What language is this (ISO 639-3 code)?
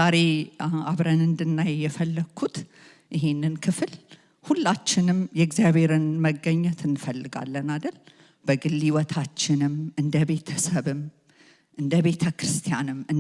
amh